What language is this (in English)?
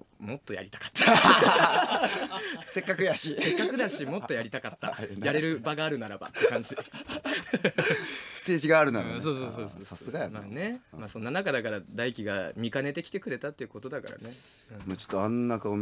Japanese